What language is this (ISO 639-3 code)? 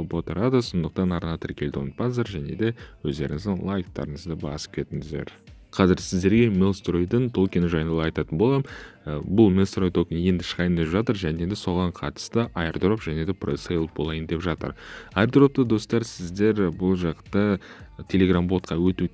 kaz